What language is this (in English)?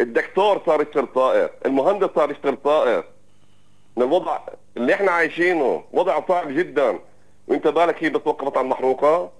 North Levantine Arabic